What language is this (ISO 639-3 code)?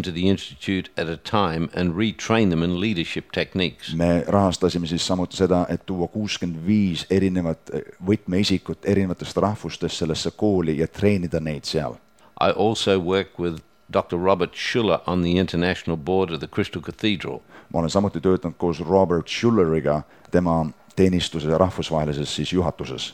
est